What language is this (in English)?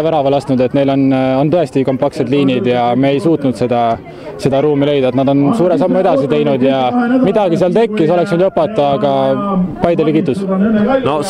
Estonian